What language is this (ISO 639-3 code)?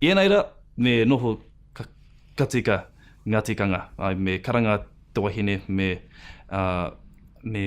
mri